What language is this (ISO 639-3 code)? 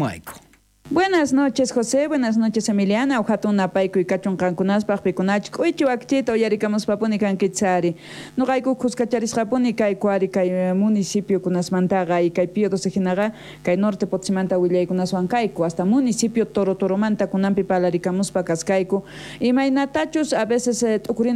quh